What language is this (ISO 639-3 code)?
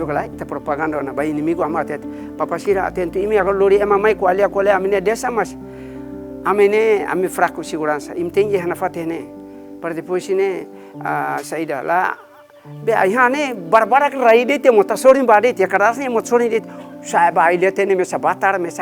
tet